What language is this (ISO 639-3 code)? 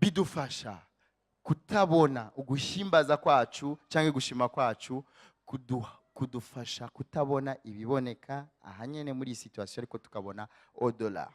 run